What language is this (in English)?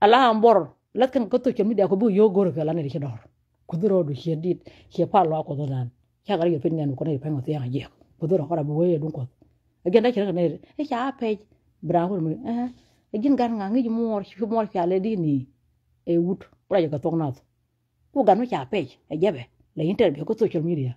Nuer